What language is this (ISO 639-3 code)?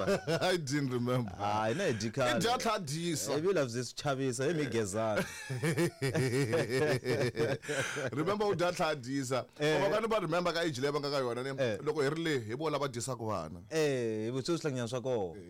tso